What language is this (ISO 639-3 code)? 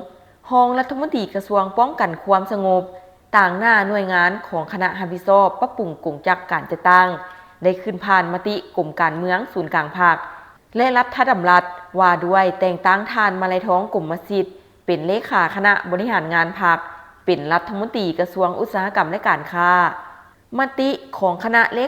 lao